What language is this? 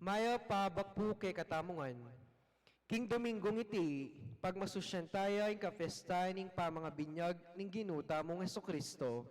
Pampanga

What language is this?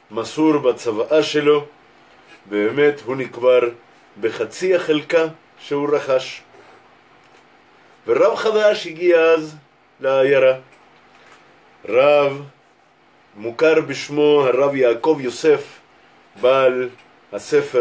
Hebrew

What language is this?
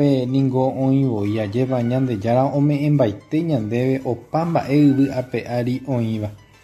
Guarani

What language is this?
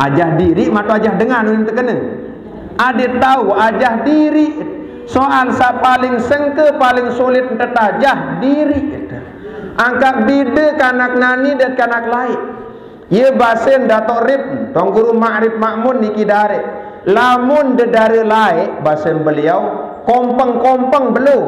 Sasak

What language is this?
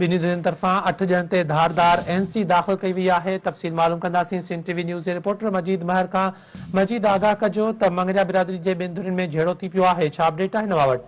Sindhi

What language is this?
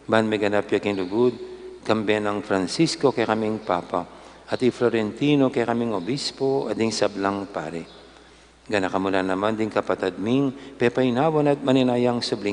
Pampanga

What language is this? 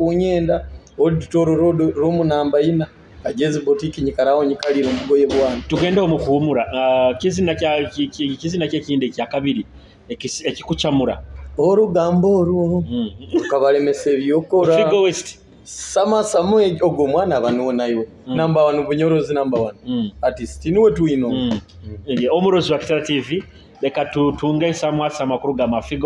Nyoro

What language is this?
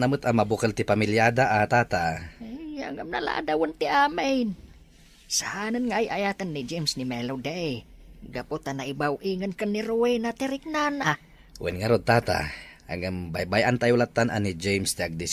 Iloko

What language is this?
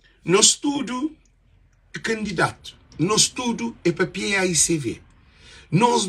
Kabuverdianu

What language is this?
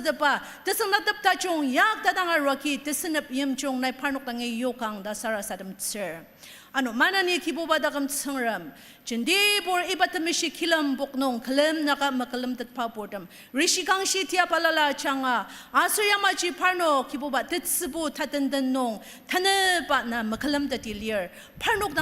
Ao Naga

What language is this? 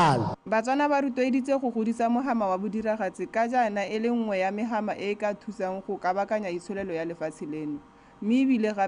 Tswana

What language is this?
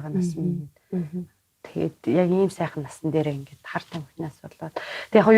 Mongolian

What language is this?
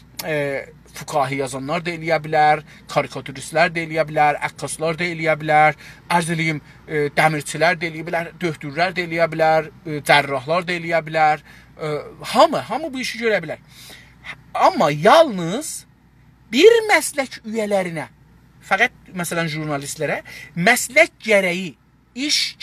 South Azerbaijani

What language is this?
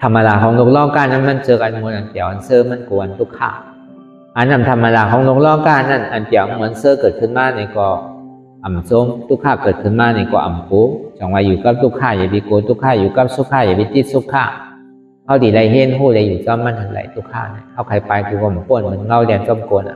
Shan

